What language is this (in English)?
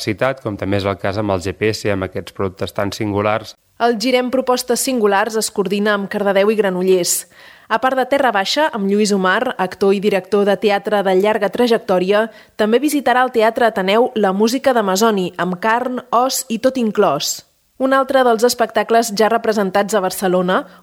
Catalan